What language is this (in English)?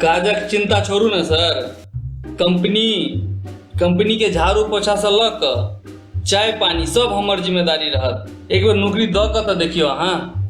Maithili